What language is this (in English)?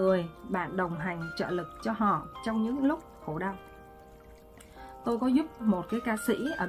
Vietnamese